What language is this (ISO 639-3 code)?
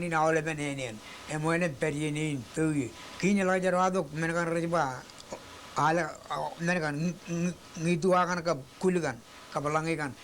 mah